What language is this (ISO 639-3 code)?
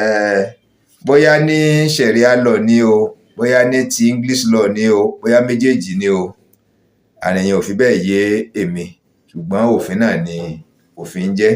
yor